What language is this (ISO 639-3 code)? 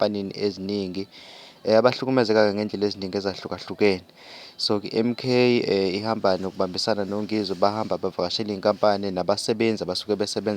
zul